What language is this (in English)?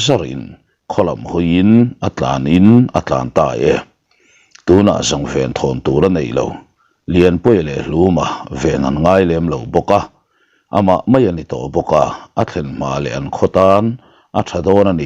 Mizo